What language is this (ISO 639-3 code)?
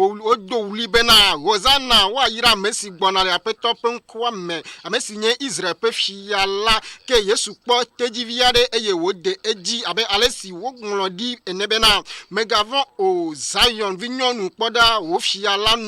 ewe